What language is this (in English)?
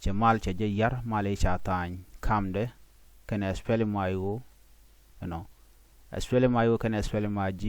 Nuer